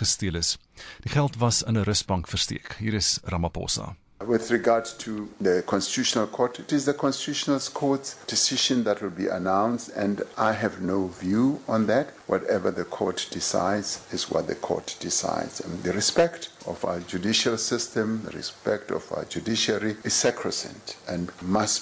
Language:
Afrikaans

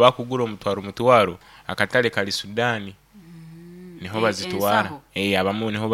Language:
Nyoro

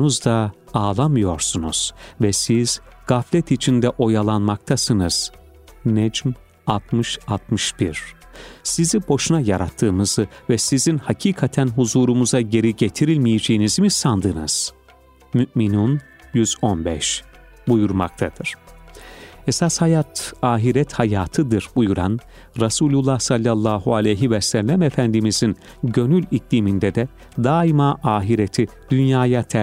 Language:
Turkish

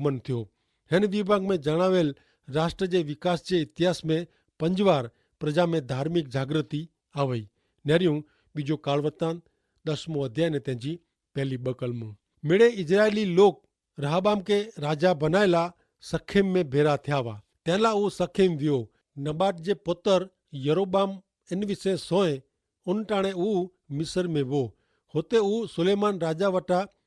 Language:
Kachhi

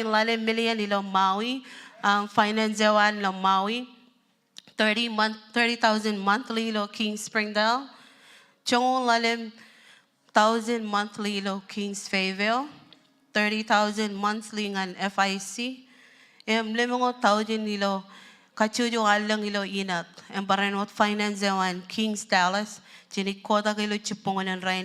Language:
Marshallese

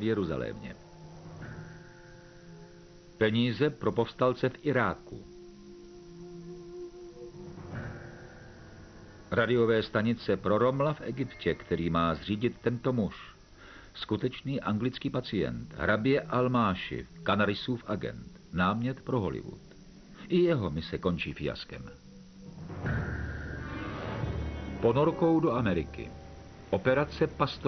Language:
Czech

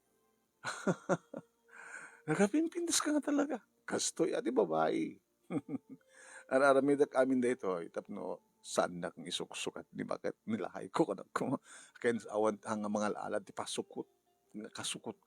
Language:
Iloko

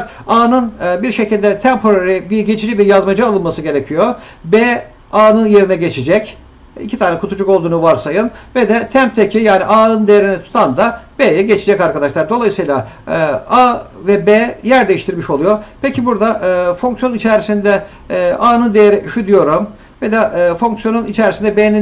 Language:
Turkish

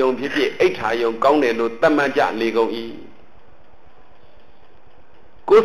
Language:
Burmese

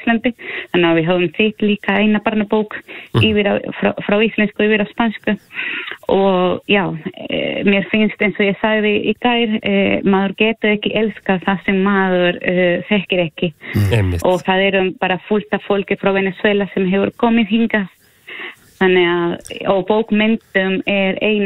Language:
Icelandic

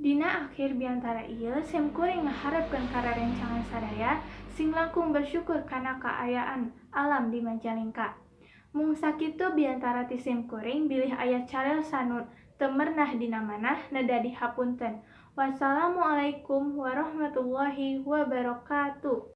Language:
Sundanese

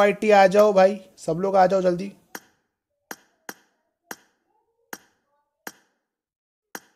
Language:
Hindi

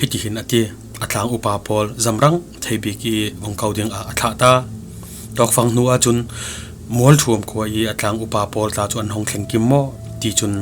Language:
Falam Chin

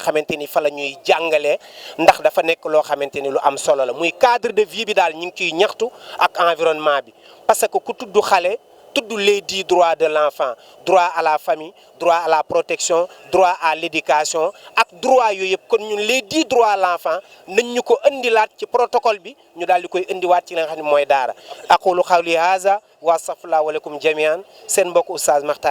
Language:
Wolof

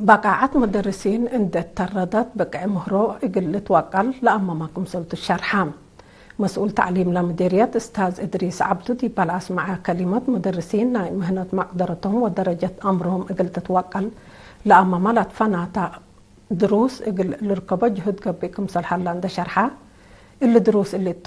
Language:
Tigre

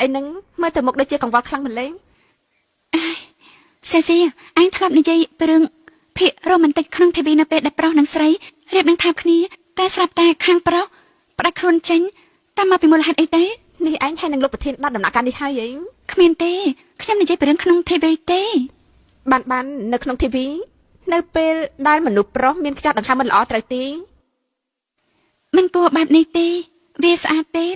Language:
Khmer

